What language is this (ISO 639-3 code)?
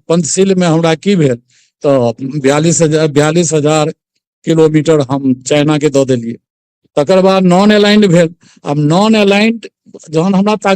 mai